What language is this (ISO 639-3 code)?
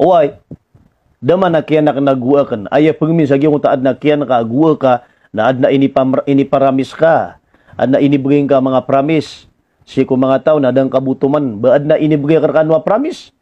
mrw